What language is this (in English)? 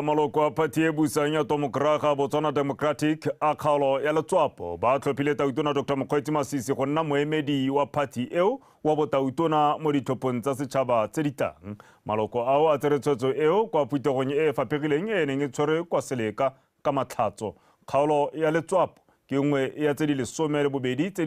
Tswana